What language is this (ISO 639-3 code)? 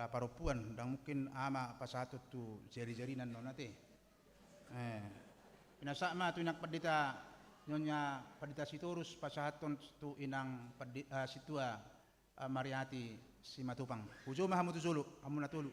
bbc